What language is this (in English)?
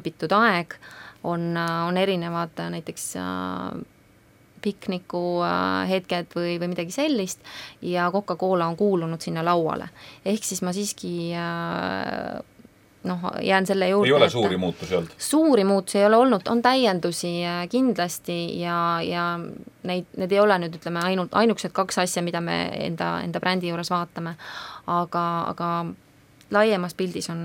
Estonian